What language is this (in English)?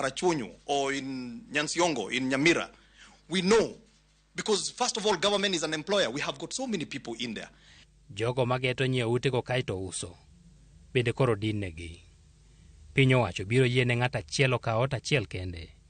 Luo (Kenya and Tanzania)